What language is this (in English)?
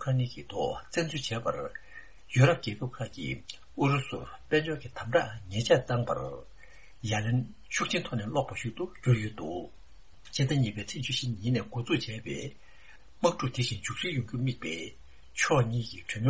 Tibetan